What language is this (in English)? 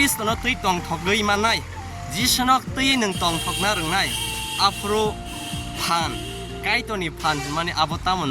Kok Borok